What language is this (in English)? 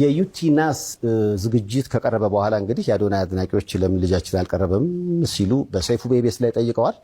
Amharic